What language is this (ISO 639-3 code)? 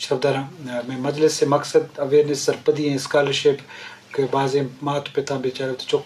bgp